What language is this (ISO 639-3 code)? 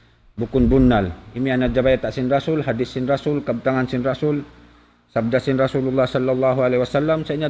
tsg